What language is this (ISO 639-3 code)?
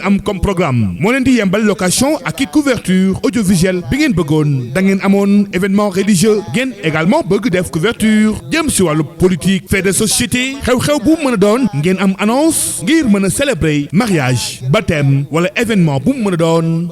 wol